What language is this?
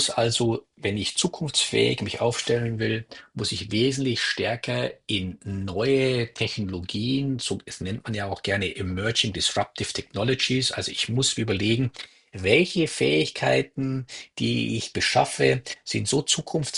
German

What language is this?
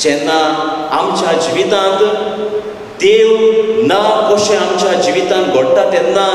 Konkani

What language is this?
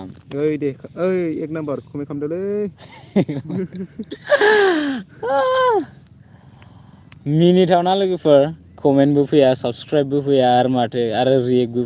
Bodo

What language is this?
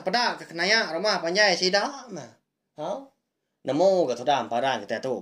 Iban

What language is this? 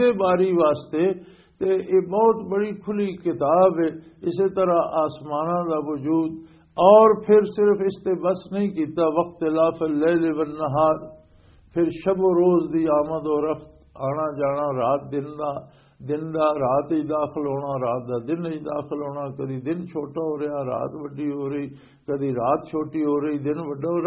Western Panjabi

